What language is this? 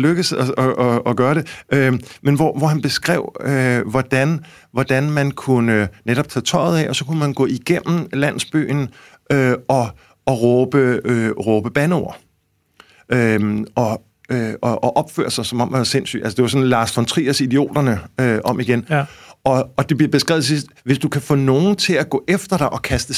Danish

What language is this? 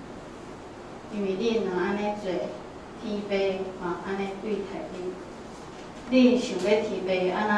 Min Nan Chinese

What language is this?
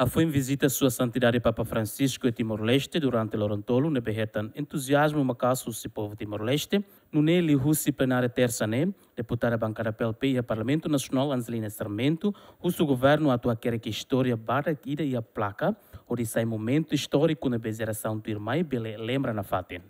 Tetum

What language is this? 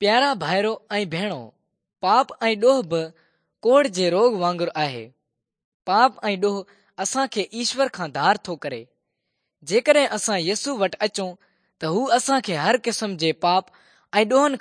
Sindhi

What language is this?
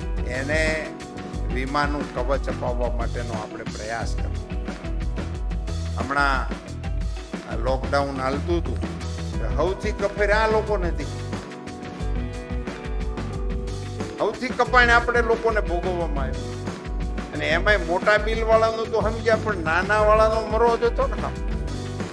Gujarati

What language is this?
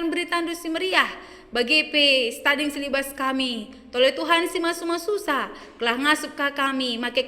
Batak Karo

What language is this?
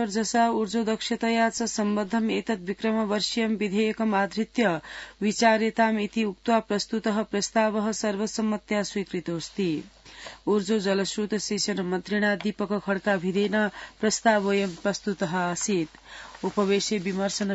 Sanskrit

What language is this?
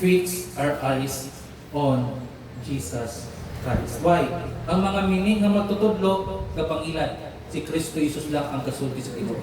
Cebuano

